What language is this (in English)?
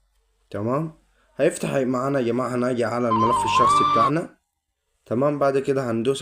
Egyptian Arabic